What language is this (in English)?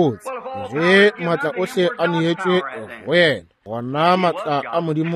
Northern Sotho